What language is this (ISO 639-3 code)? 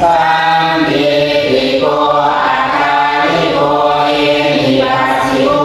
pli